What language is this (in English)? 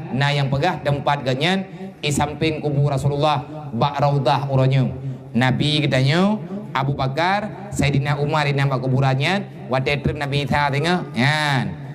Achinese